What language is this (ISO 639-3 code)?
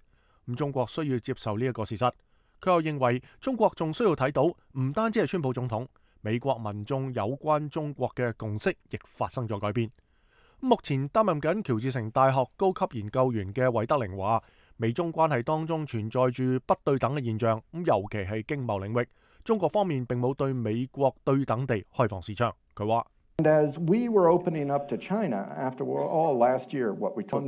yue